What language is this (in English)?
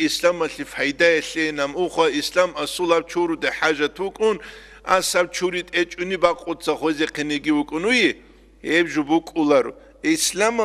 Avaric